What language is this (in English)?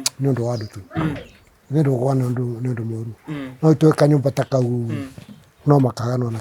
Kikuyu